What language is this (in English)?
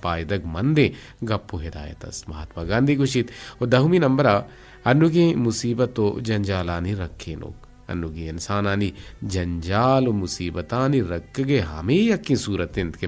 Eastern Balochi